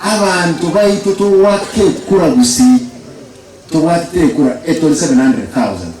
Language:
Gusii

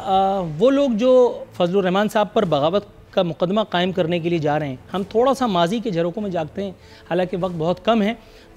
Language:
Urdu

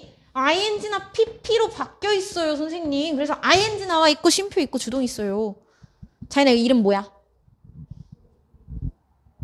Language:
Korean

